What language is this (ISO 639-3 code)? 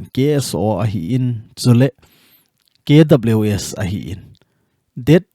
tcz